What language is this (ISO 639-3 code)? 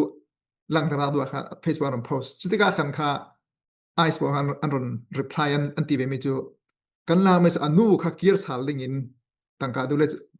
cfm